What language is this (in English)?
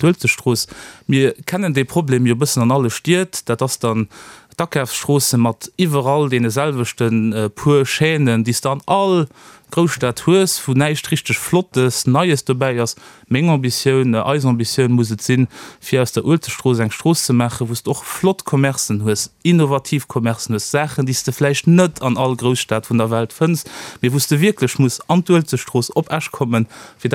Luxembourgish